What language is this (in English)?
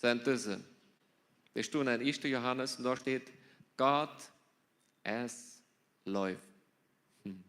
Plautdietsch